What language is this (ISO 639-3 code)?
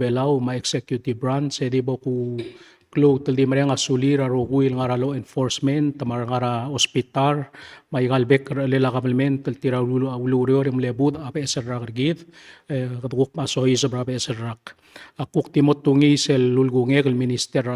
pau